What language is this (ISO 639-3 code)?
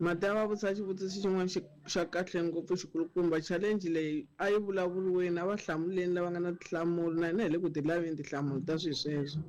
tso